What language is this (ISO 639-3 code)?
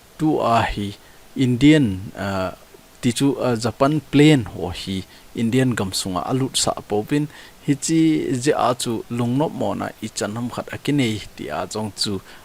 tcz